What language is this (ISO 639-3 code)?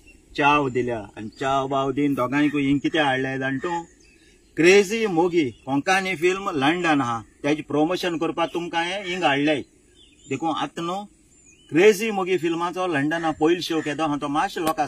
kok